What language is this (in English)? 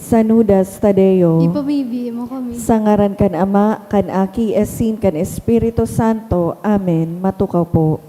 Bikol